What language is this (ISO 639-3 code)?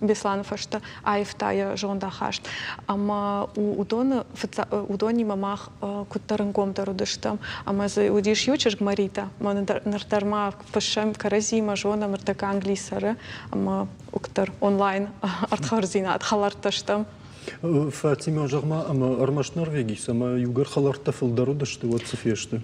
oss